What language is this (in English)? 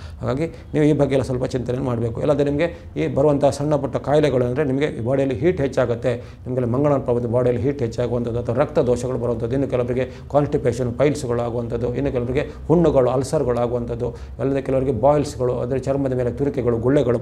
Kannada